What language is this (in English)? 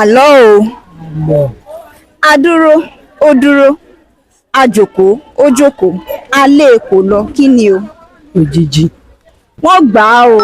Yoruba